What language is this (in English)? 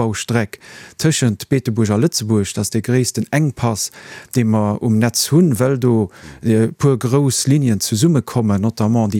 Luxembourgish